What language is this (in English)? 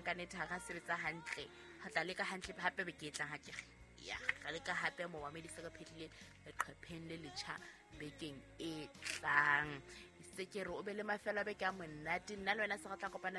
Southern Sotho